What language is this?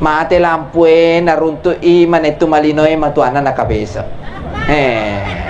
Buginese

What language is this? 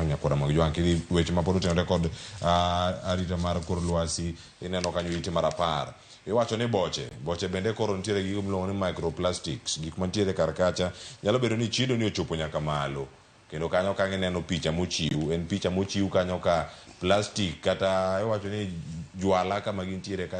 Luo (Kenya and Tanzania)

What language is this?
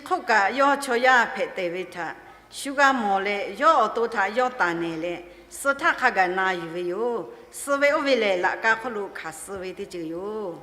Lahu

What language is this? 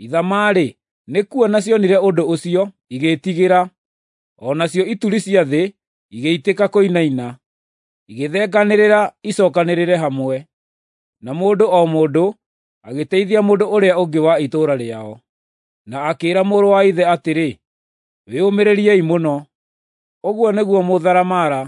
Kikuyu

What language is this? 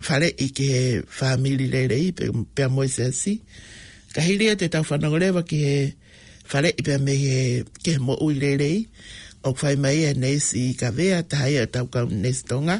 Tongan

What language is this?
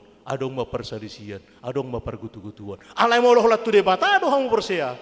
Batak Toba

